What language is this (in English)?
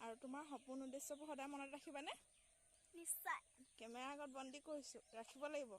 Assamese